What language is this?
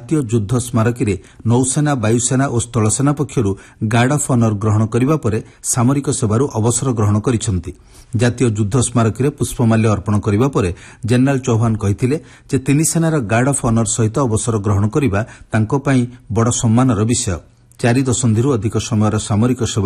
Odia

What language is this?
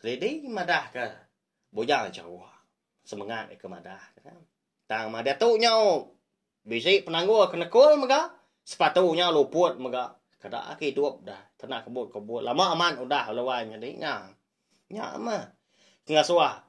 Iban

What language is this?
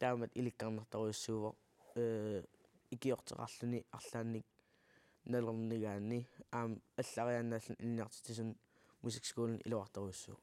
Kalaallisut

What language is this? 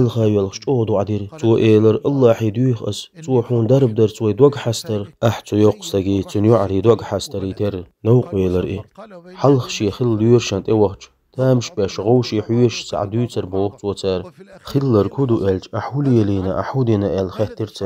Chechen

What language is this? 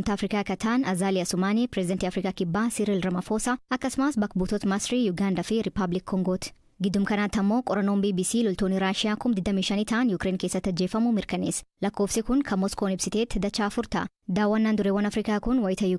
Oromo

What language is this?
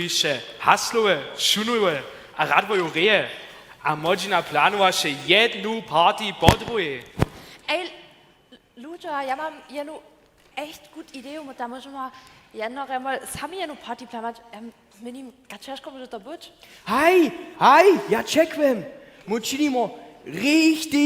Upper Sorbian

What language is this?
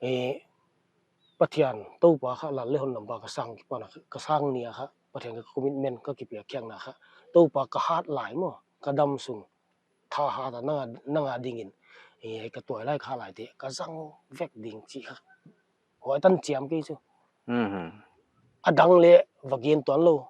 Paite Chin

